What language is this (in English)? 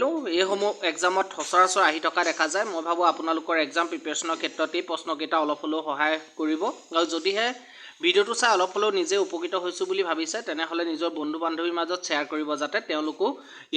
Assamese